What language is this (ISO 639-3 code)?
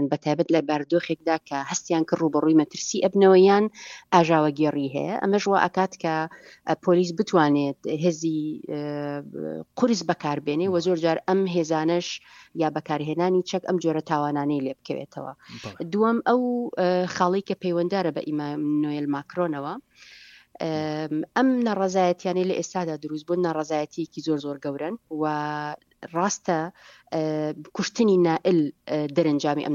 ckb